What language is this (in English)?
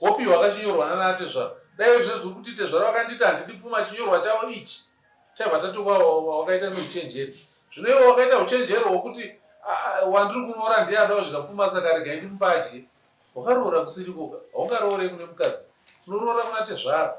Shona